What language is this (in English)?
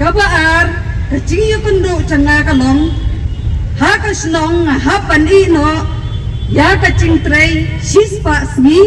Khasi